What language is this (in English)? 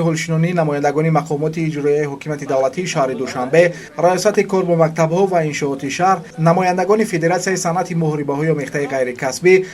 Tajik